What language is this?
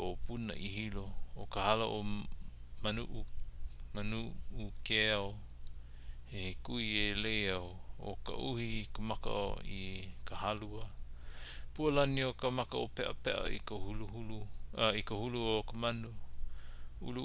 Hawaiian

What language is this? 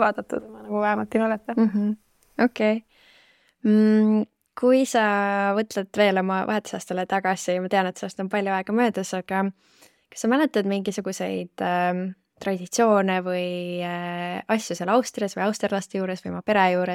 Estonian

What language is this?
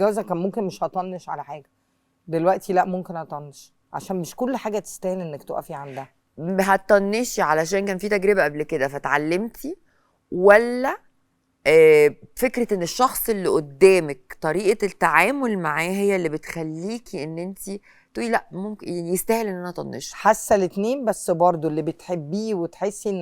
Egyptian Arabic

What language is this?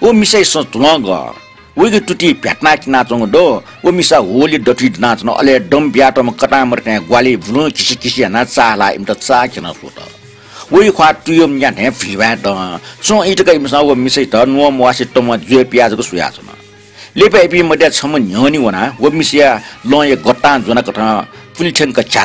Newari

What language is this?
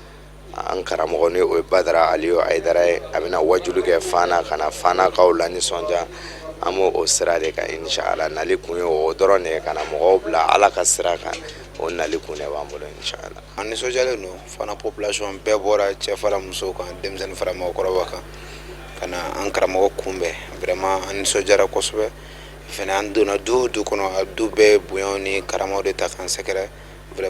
Bambara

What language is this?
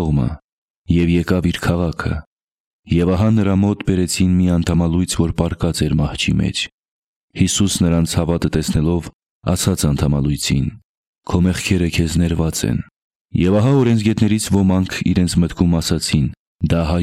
Armenian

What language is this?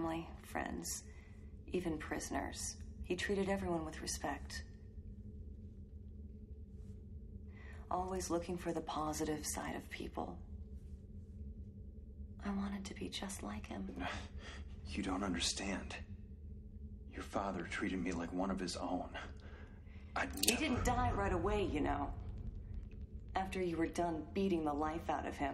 English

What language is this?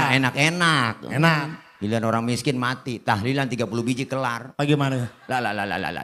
Betawi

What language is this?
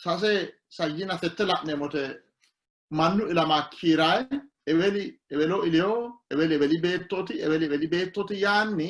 Sidamo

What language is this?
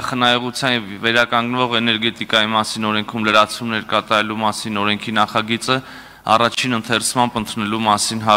Armenian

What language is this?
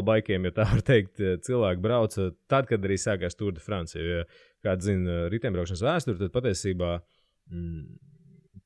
Latvian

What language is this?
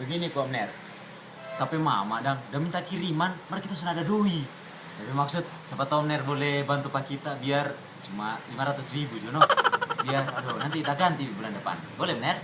Manado Malay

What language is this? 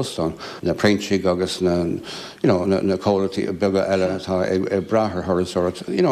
Irish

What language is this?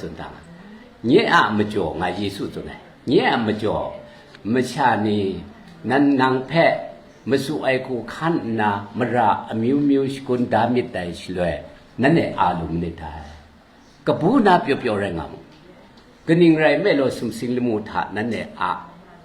Kachin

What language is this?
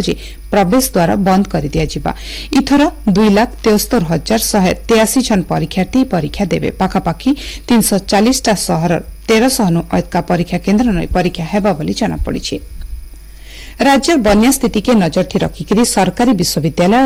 Odia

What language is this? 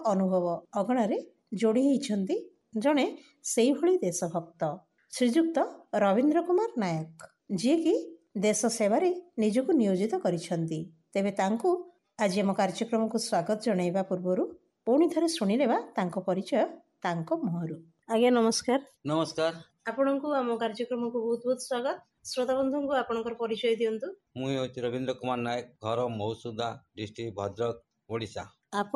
Odia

